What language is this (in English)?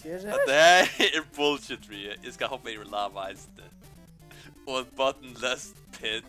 Faroese